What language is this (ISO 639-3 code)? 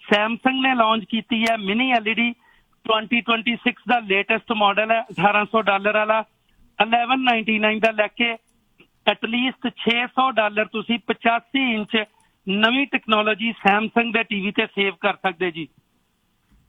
pan